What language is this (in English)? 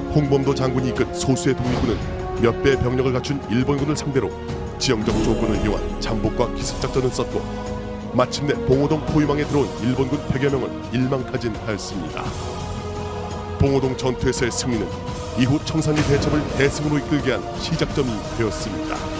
Korean